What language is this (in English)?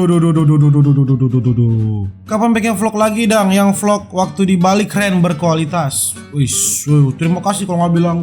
Manado Malay